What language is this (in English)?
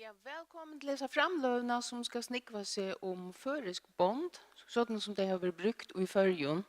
Faroese